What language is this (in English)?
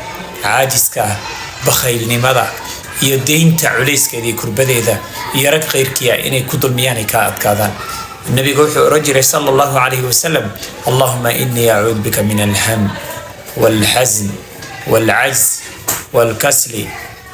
Somali